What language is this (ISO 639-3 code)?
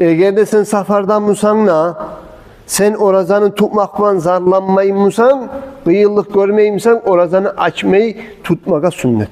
kum